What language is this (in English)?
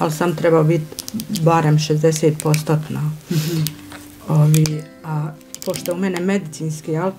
Bosnian